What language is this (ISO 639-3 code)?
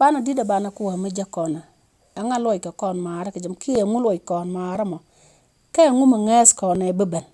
nus